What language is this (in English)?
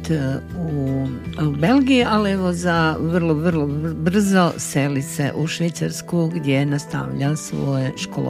Croatian